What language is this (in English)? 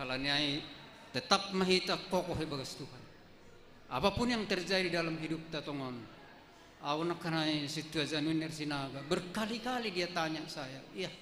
Batak Simalungun